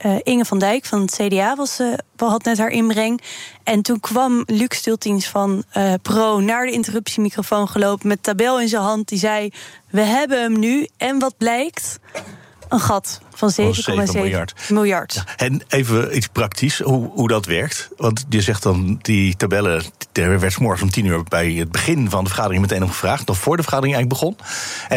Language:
Dutch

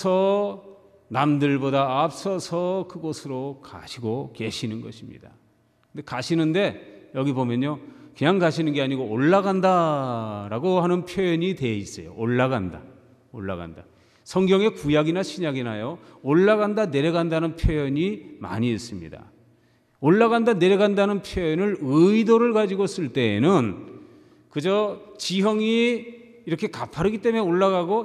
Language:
Korean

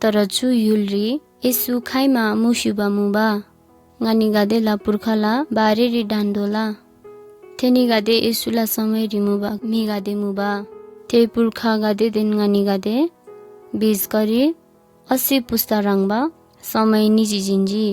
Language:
Eastern Tamang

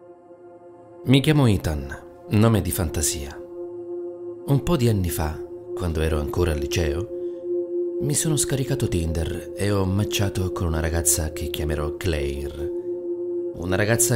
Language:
Italian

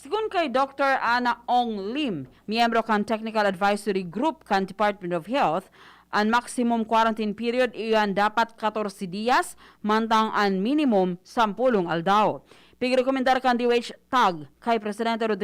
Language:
Bikol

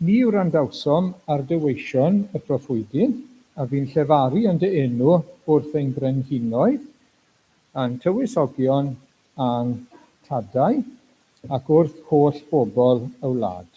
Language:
Welsh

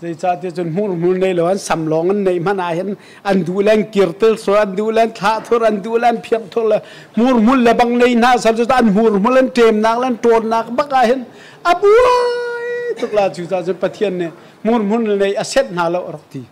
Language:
Hakha Chin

